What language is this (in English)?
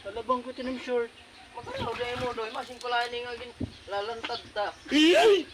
Waray